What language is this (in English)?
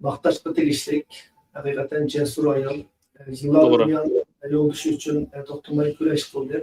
Uyghur